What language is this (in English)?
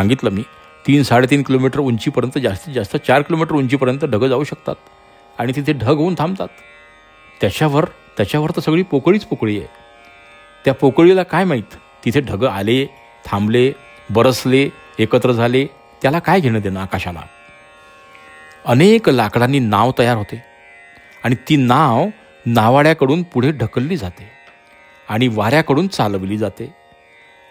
Marathi